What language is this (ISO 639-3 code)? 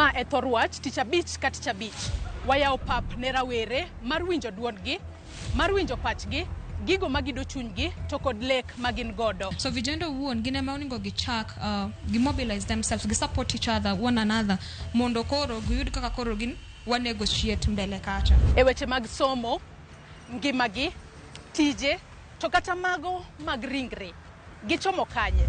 luo